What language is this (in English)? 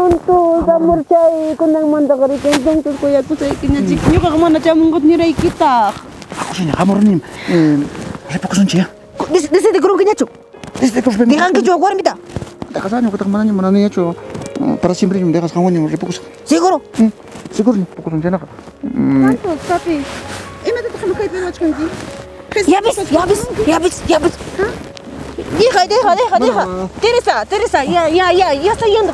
Ayacucho Quechua